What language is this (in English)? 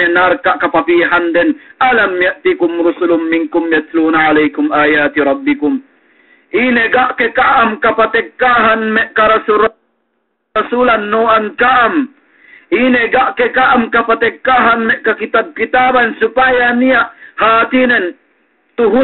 Yakan